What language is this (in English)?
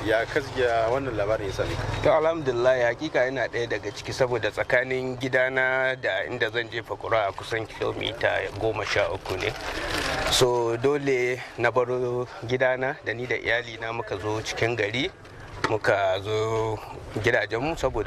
Hausa